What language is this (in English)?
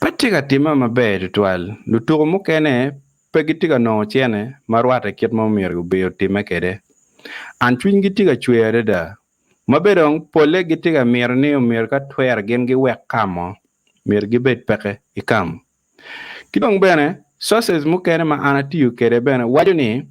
Acoli